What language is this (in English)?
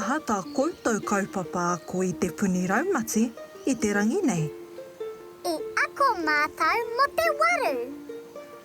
Māori